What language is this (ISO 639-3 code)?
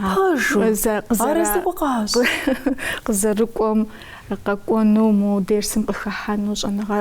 kbd